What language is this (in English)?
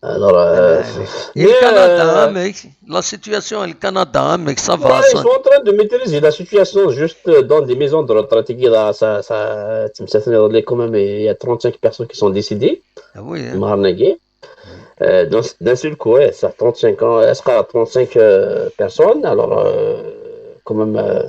Kabyle